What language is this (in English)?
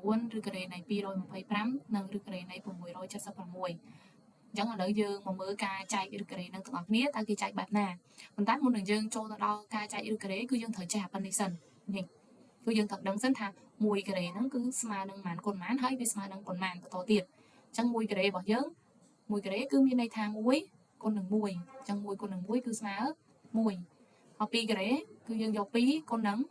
Khmer